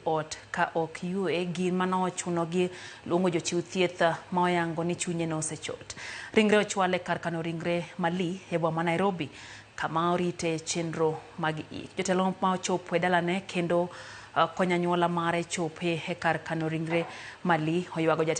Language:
Luo (Kenya and Tanzania)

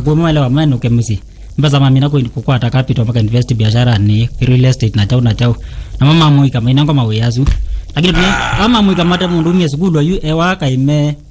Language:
Kamba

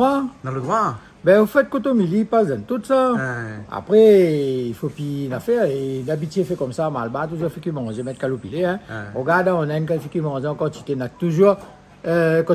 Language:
Réunion Creole French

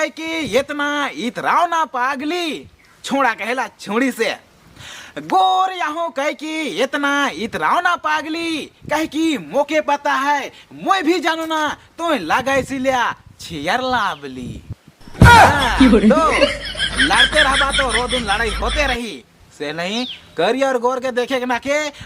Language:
Sadri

